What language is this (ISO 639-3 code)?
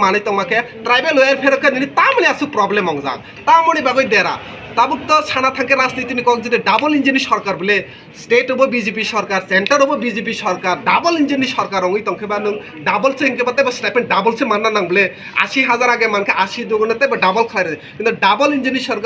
trp